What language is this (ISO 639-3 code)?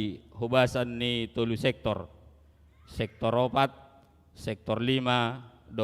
bbc